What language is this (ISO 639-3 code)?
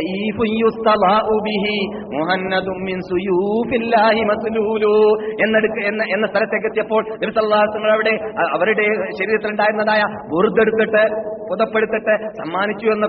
mal